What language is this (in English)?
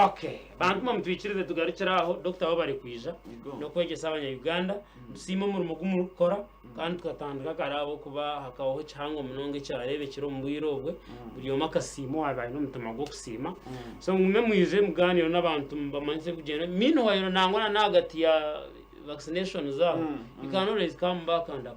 Nyankole